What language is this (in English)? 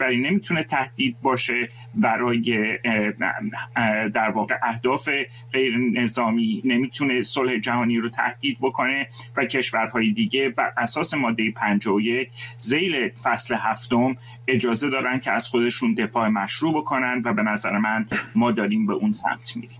Persian